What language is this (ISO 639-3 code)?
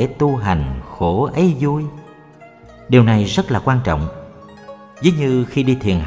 vie